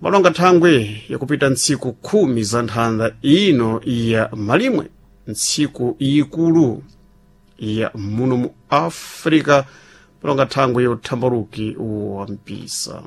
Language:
Sena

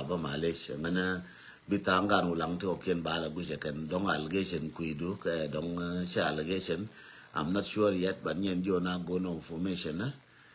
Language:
Nuer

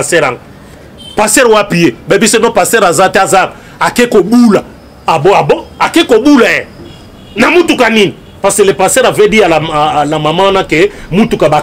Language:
Lingala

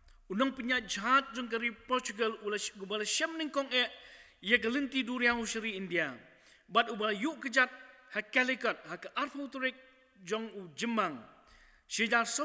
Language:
Khasi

